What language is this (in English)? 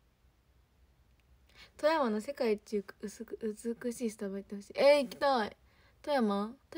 Japanese